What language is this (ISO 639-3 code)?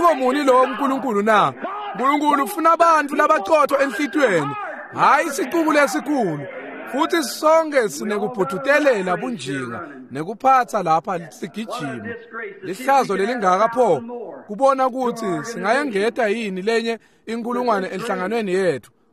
ssw